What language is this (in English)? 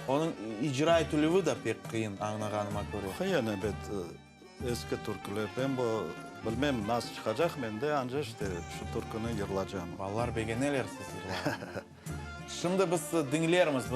Crimean Tatar